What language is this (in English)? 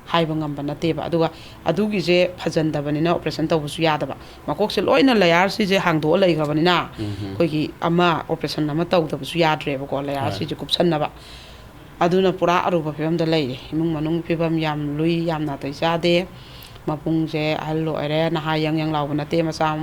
Manipuri